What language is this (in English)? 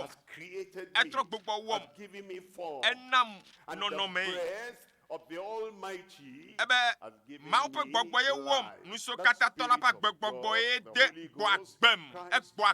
Ewe